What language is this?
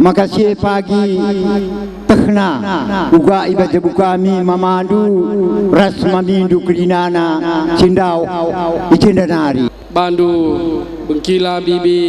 Batak Karo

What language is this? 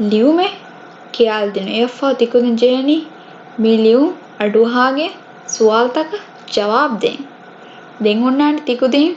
Divehi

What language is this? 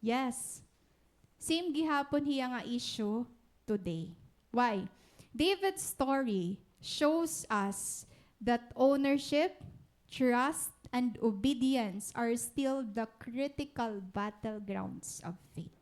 Waray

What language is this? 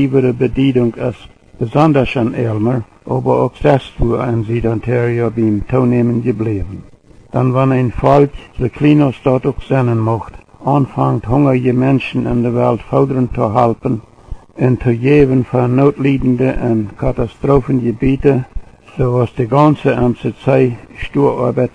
Plautdietsch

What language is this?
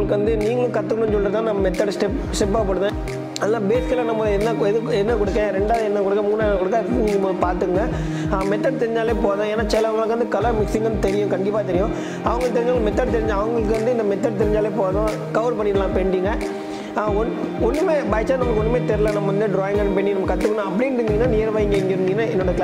Tamil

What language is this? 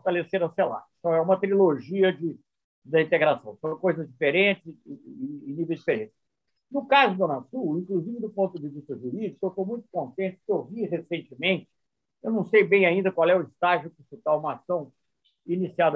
Portuguese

